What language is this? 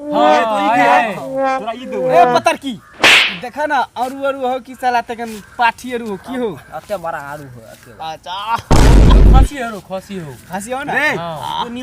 Maithili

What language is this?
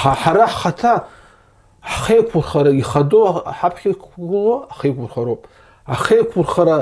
Abkhazian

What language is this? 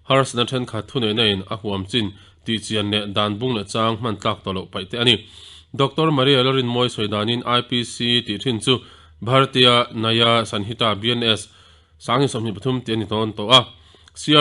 Mizo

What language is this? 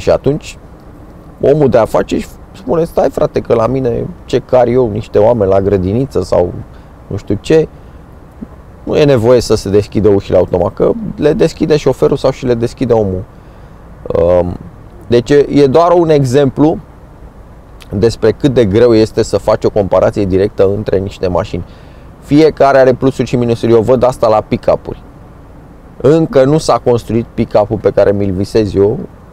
Romanian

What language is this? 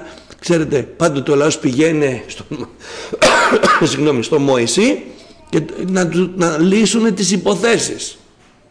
Greek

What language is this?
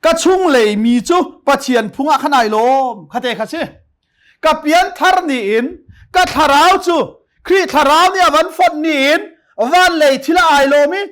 Hakha Chin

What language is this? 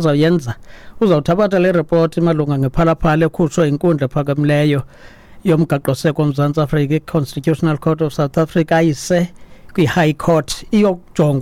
Xhosa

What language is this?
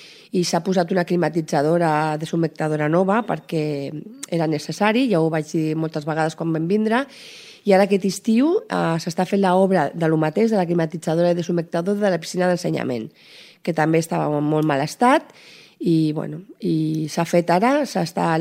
Catalan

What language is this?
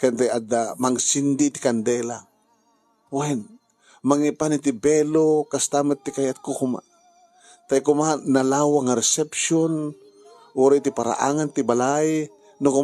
Iloko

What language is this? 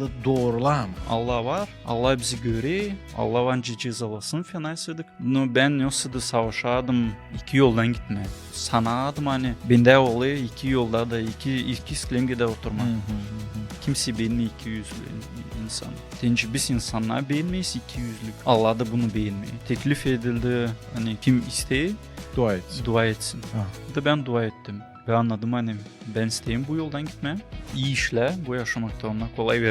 Gagauz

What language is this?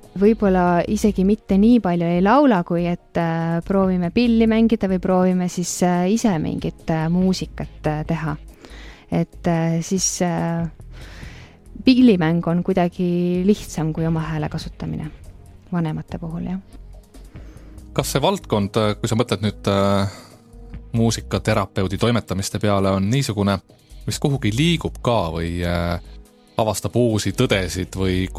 Estonian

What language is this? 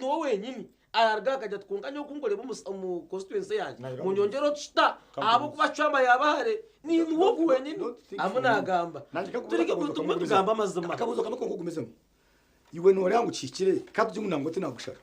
Nyankole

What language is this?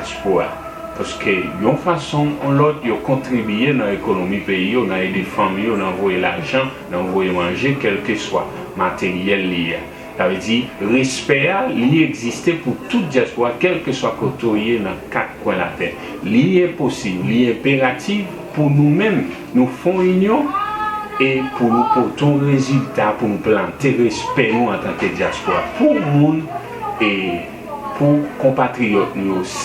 Haitian Creole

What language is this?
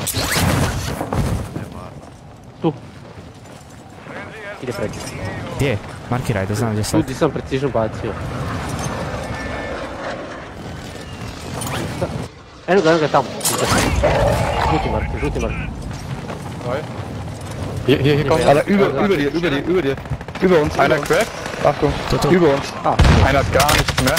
Croatian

